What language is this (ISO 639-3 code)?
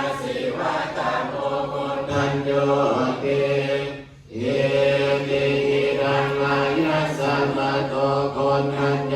pli